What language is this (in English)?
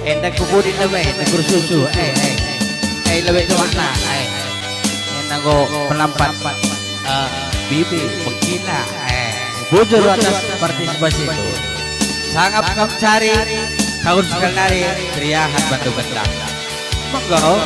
Batak Karo